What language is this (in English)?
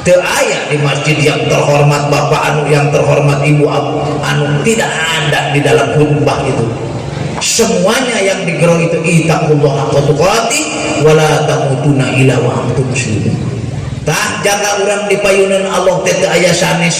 Sundanese